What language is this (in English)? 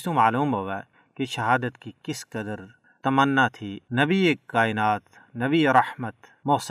Gujari